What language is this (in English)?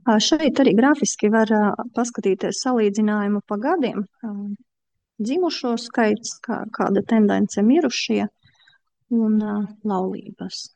Latvian